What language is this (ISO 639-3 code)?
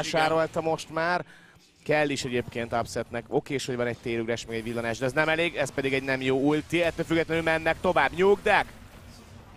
hun